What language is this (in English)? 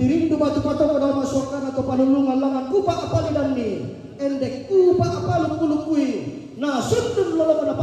Toraja-Sa'dan